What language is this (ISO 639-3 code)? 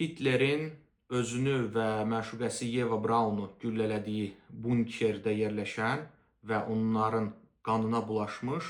aze